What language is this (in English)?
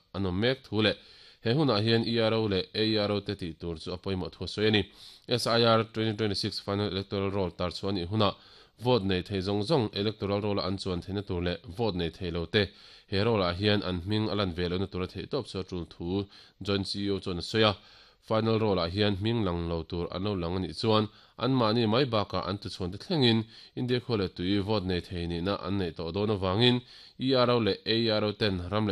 Mizo